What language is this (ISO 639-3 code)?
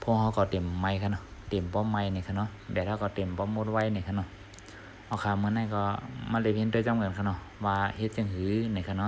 shn